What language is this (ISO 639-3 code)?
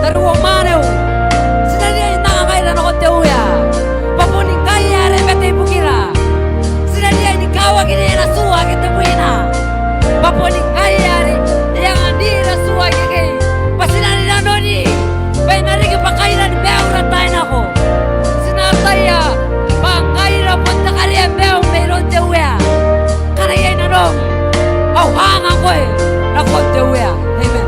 gil